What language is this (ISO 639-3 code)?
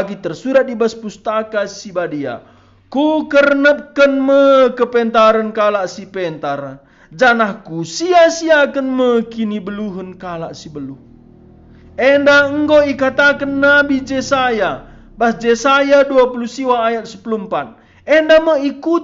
btx